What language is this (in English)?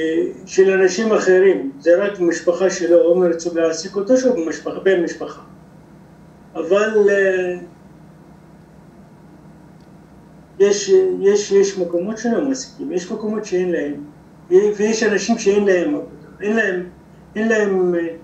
Hebrew